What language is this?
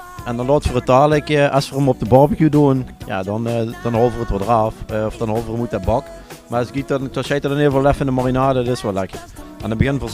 Limburgish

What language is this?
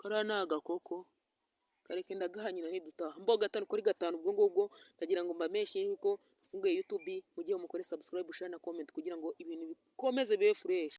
Kinyarwanda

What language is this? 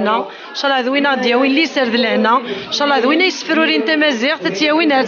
Kabyle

